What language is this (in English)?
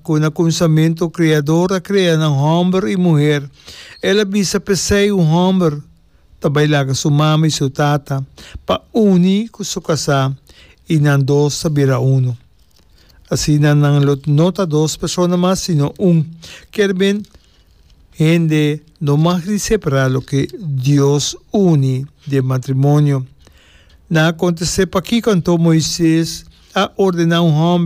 Papiamento